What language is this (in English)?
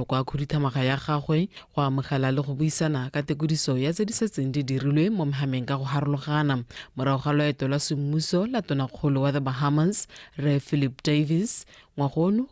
Tswana